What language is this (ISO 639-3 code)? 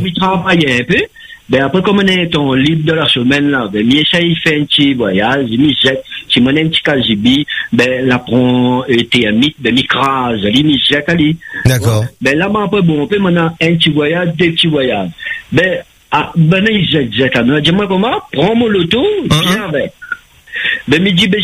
fra